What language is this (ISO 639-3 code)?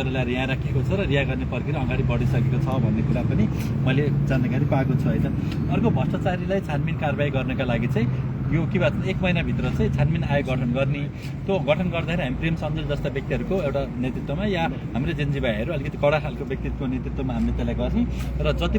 nep